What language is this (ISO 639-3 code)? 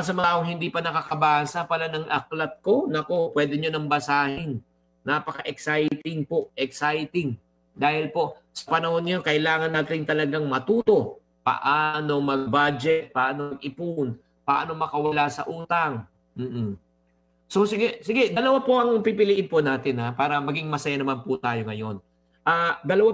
fil